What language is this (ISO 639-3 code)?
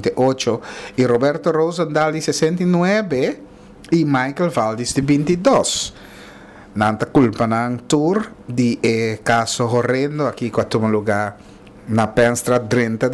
pap